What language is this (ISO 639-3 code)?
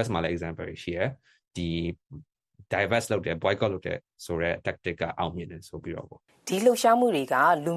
mya